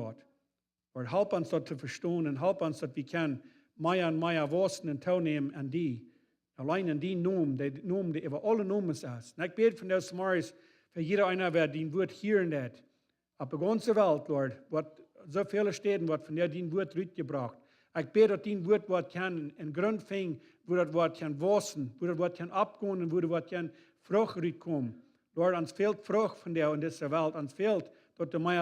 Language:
Plautdietsch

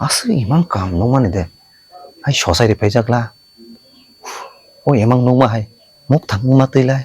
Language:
Kok Borok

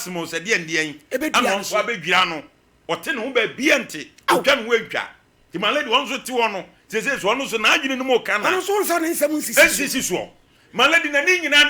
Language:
Akan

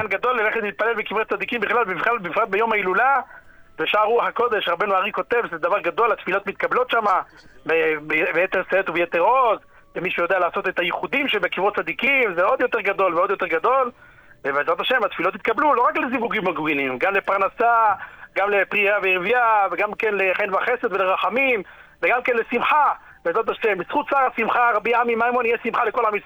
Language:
Hebrew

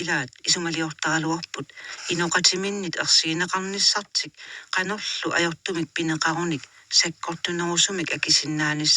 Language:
Kalaallisut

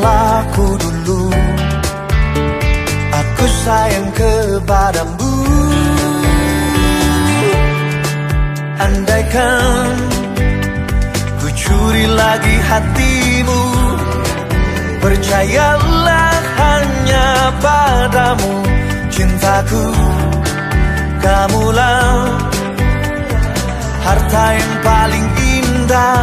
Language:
Indonesian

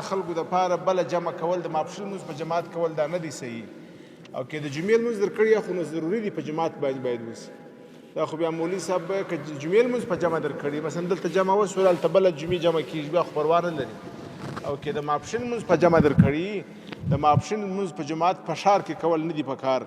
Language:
Pashto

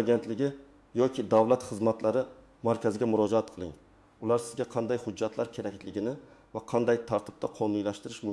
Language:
Uzbek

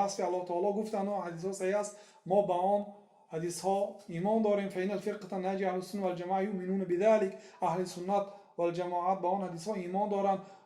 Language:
Tajik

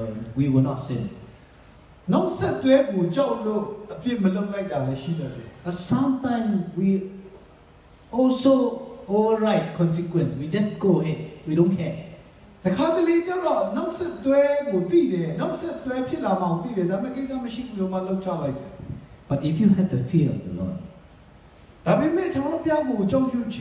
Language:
Burmese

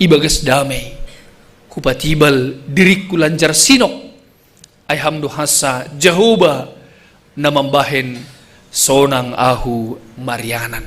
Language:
Batak Simalungun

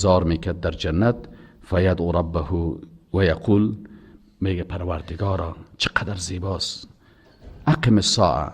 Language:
Persian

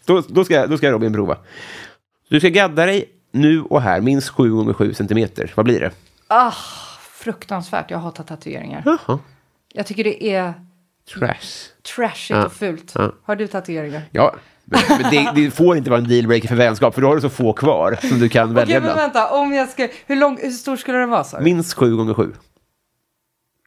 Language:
Swedish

